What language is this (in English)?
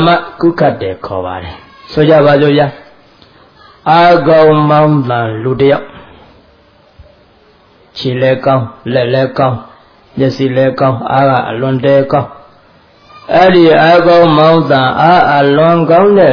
Burmese